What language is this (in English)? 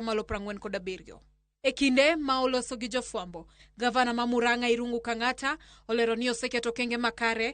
Luo (Kenya and Tanzania)